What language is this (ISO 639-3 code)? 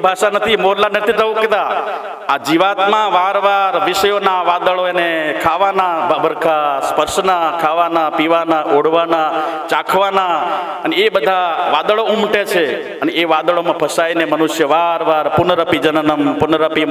guj